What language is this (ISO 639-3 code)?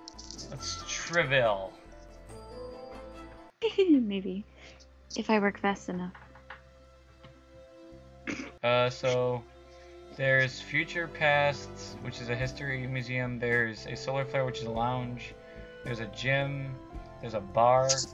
eng